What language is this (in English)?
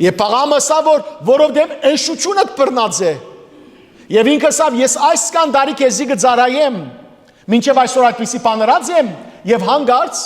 Western Armenian